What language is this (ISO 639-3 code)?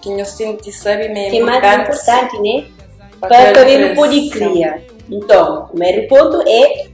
kea